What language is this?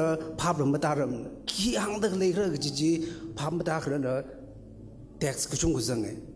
Tangkhul Naga (India)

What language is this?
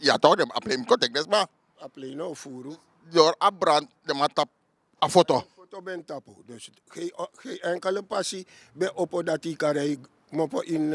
Sranan Tongo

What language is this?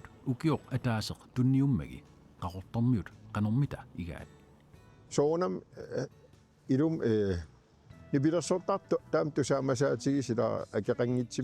Kalaallisut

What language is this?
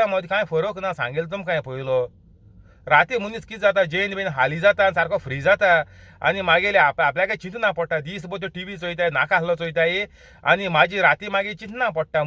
Konkani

